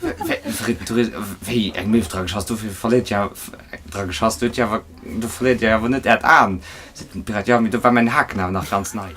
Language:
Luxembourgish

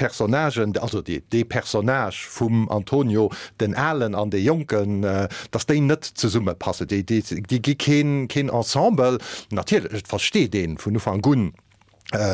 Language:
Luxembourgish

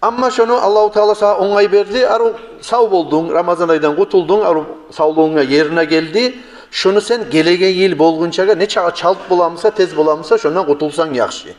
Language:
Kumyk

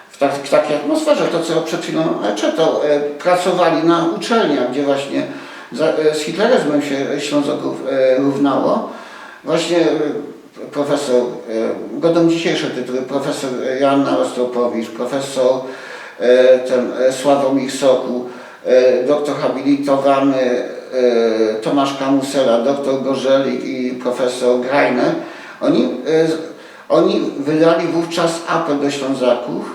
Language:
Silesian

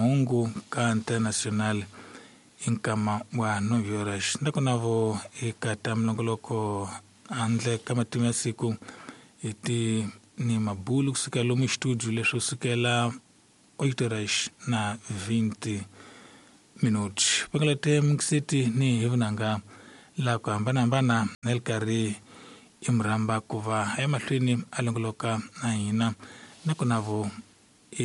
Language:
Tsonga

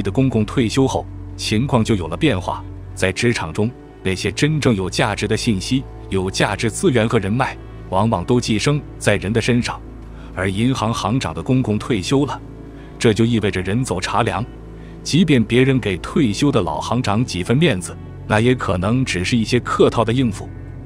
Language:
Chinese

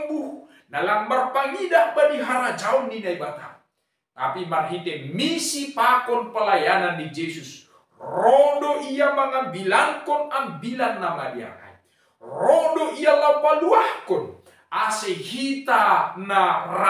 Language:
Batak Simalungun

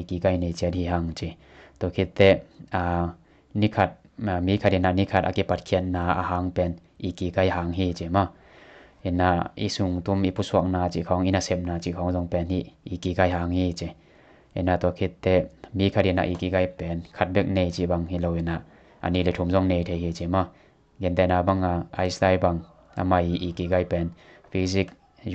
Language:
Tedim Chin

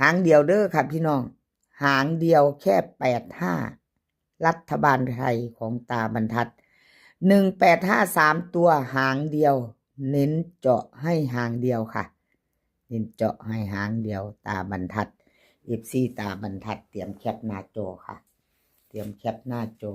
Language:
Northeastern Thai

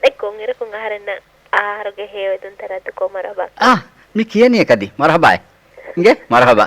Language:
Divehi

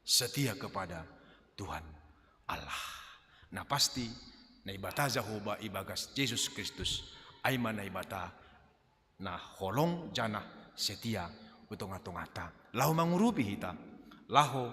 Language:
Batak Simalungun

